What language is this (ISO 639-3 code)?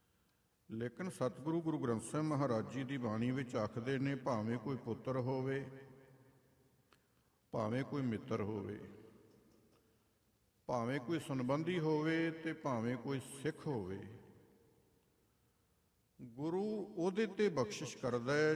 pan